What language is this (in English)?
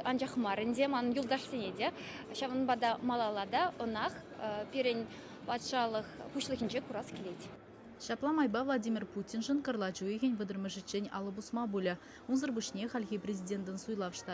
Chuvash